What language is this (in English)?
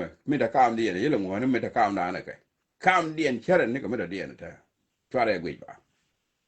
Nuer